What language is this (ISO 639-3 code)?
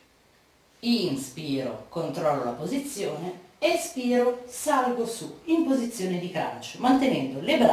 ita